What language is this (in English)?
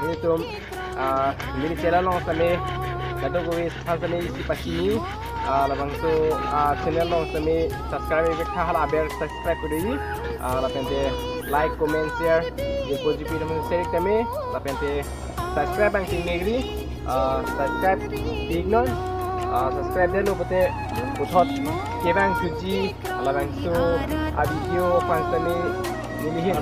Karbi